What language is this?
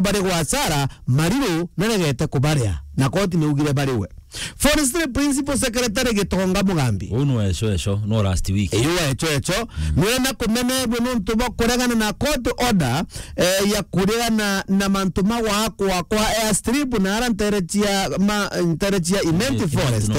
Meru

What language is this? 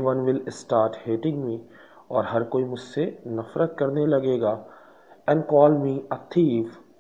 Urdu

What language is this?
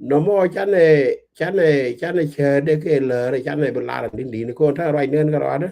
Nuer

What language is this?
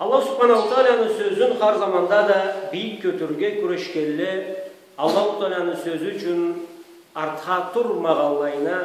Karachay-Balkar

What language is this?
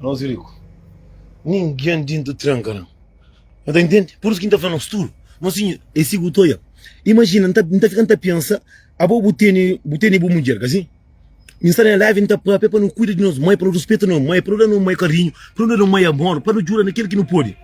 Kabuverdianu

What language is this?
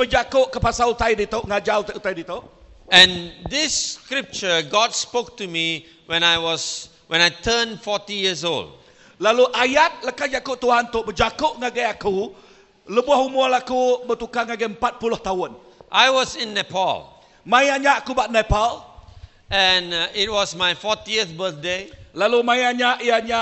Iban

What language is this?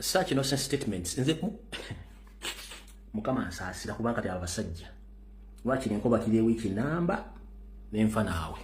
Ganda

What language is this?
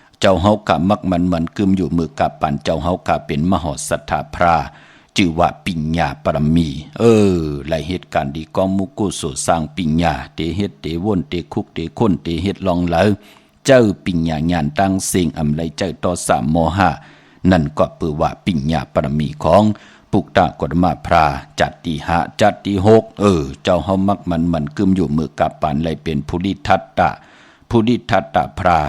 Shan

